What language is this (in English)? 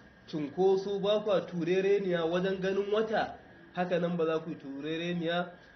Hausa